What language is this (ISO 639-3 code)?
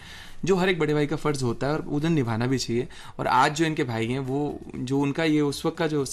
hin